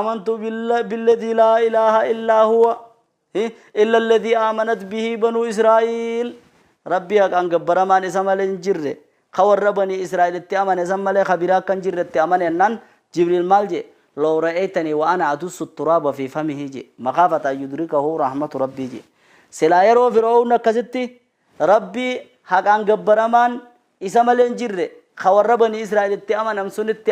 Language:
Oromo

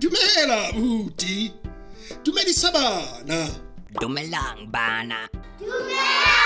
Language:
Southern Sotho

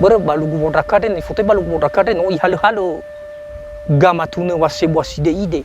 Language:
Nias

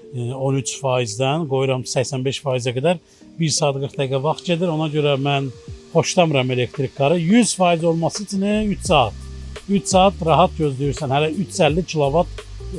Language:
Azerbaijani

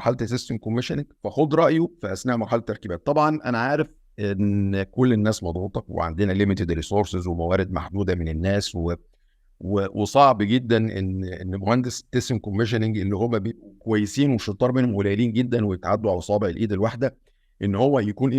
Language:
Egyptian Arabic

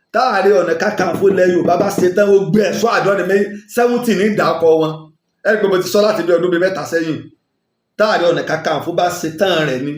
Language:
Yoruba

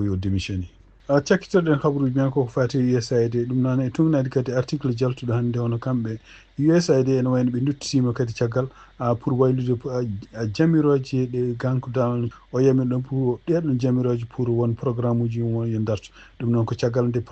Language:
Fula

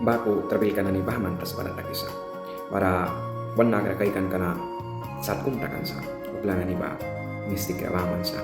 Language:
Mískito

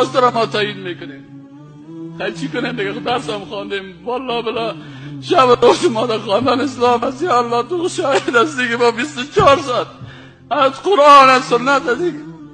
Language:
Persian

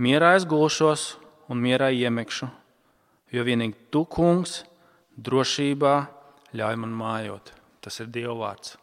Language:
Latvian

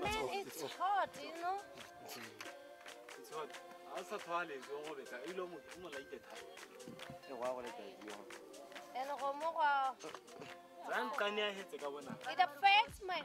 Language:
Tswana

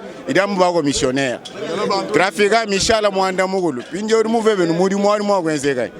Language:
Luba-Lulua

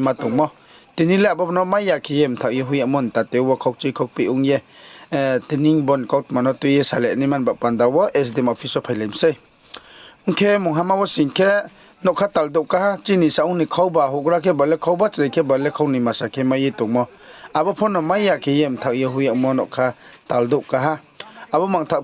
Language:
Riang (India)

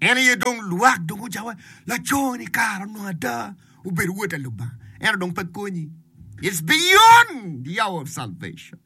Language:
Acoli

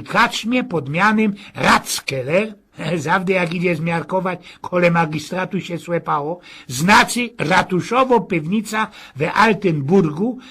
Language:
Silesian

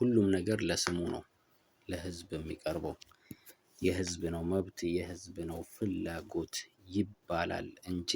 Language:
Amharic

